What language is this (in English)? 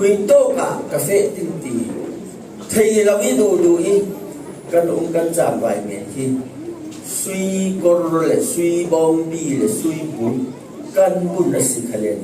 Falam Chin